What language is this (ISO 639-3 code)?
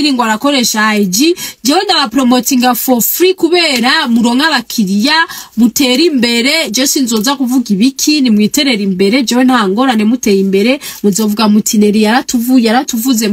run